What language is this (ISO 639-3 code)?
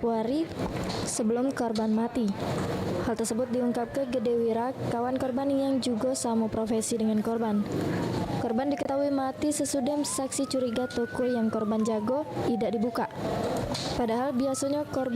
mui